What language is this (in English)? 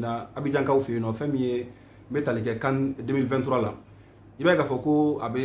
Bambara